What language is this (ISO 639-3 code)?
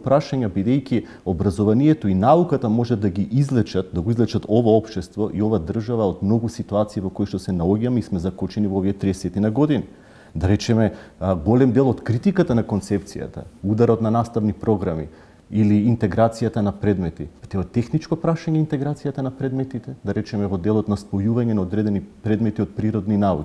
mkd